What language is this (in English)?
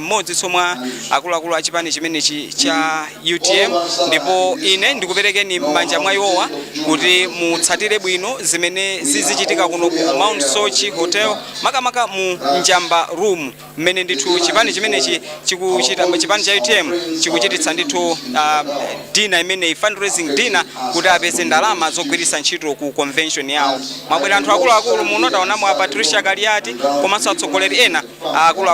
Nyanja